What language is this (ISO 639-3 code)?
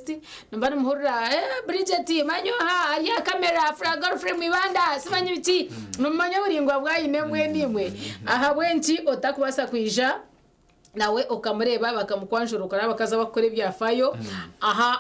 nyn